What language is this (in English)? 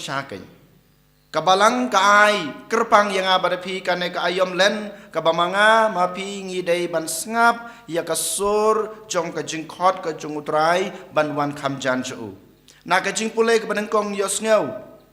Khasi